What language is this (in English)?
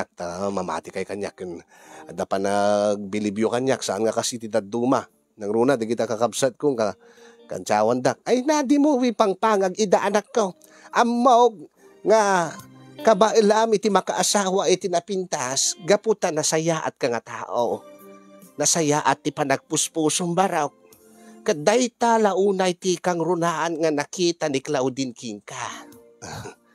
Iloko